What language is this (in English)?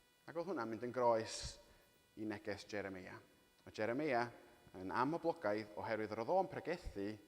Welsh